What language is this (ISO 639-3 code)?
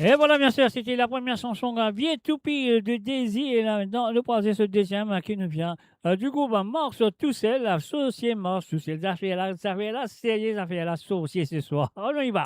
mfe